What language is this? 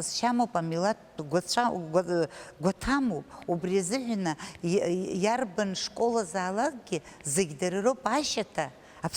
Abkhazian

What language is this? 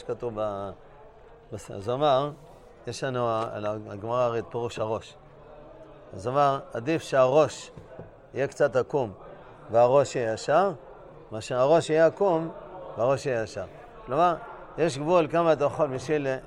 Hebrew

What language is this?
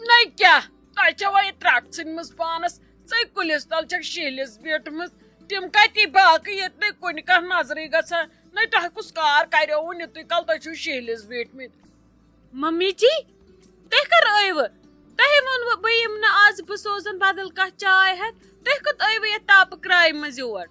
Kashmiri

